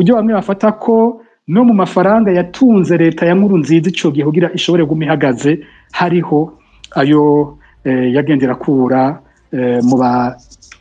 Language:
Rundi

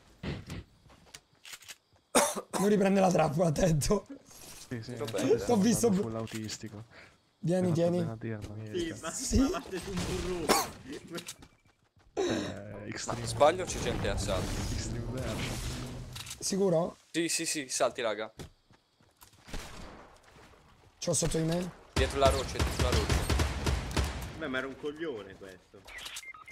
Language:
Italian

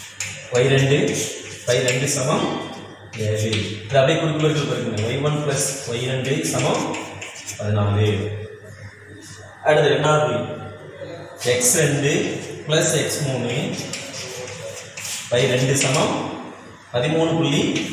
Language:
Tamil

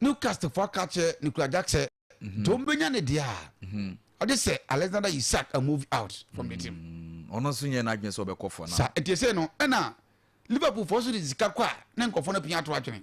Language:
Akan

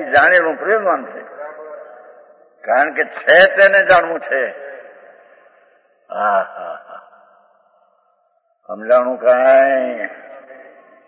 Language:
Gujarati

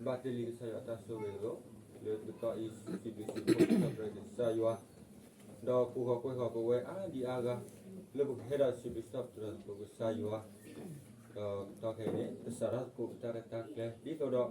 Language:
S'gaw Karen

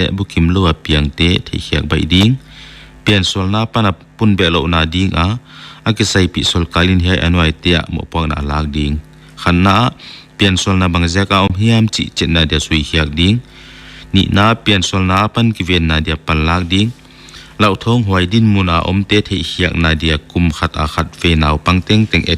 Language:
Paite Chin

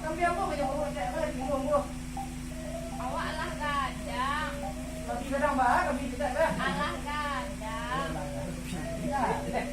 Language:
Minangkabau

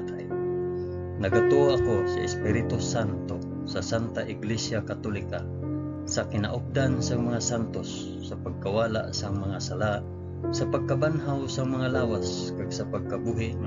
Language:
Hiligaynon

